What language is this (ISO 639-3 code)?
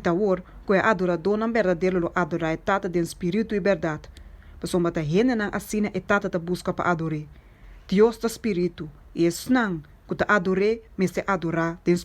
pap